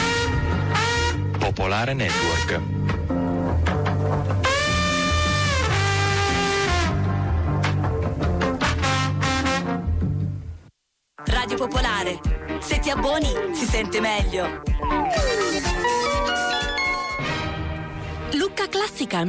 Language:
Italian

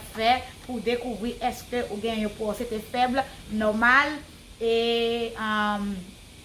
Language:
Haitian Creole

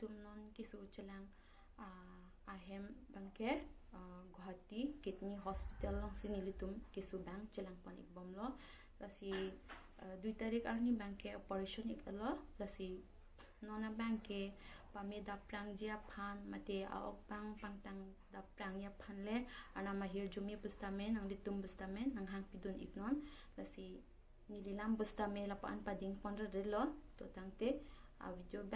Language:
Karbi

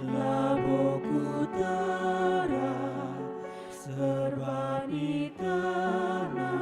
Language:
Batak Karo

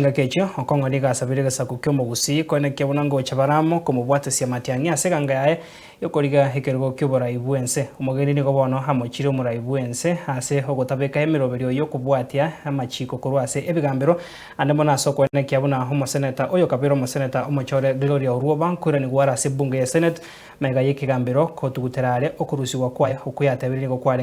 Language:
Gusii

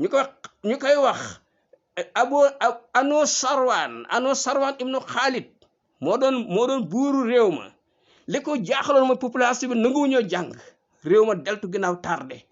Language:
Wolof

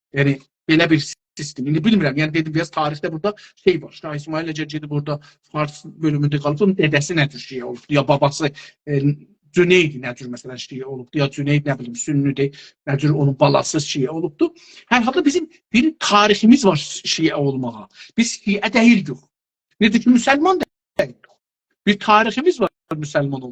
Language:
South Azerbaijani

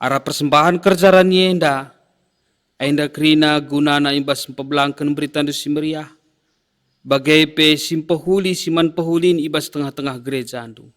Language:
Batak Karo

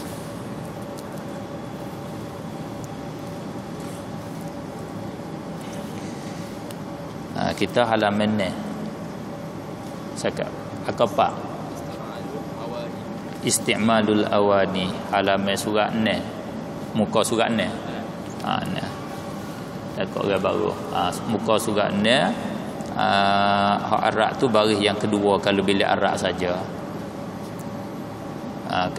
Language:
Malay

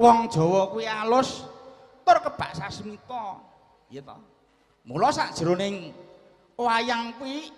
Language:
Javanese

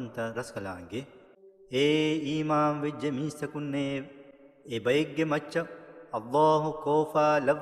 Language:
Divehi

